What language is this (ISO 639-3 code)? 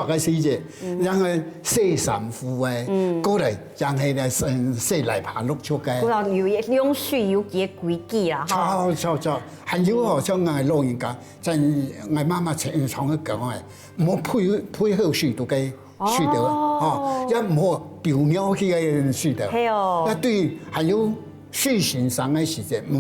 hak